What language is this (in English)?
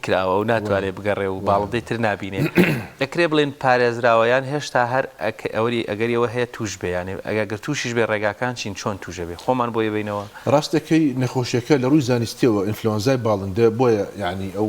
Central Kurdish